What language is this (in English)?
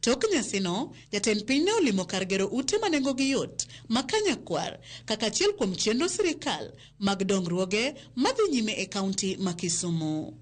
Luo (Kenya and Tanzania)